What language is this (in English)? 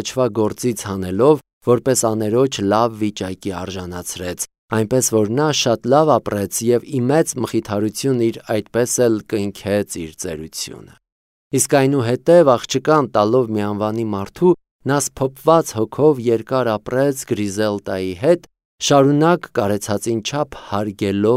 Armenian